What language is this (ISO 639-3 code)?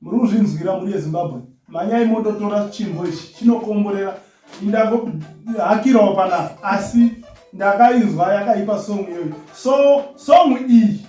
sna